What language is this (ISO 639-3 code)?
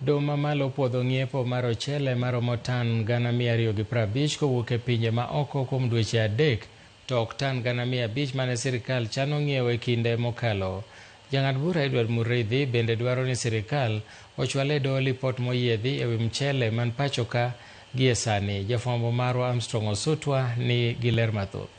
luo